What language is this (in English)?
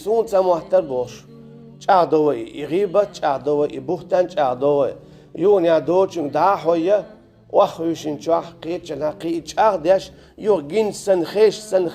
Chechen